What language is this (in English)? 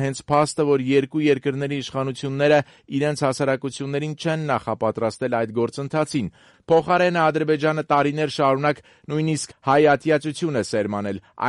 Armenian